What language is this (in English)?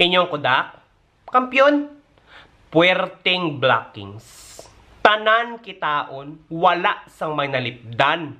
Hiligaynon